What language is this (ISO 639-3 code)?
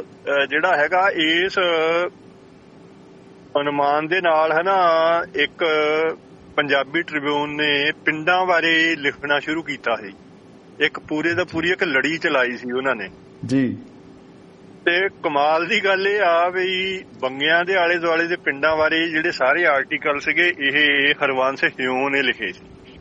pan